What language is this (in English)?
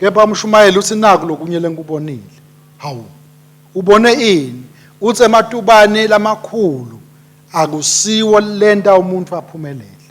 Swati